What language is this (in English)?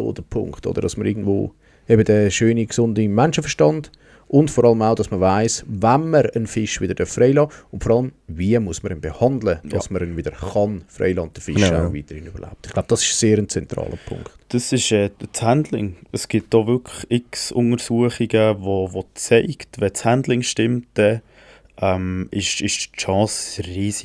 Swiss German